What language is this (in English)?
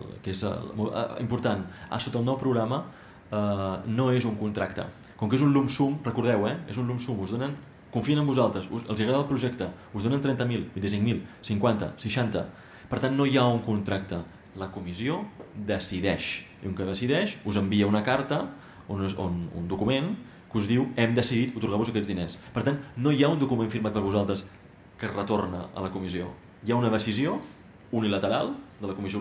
Catalan